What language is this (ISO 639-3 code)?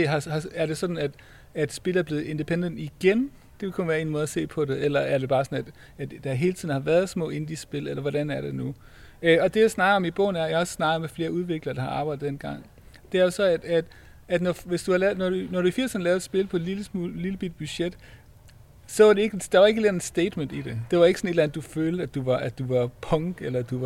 dan